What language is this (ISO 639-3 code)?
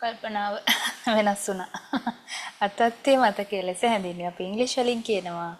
sin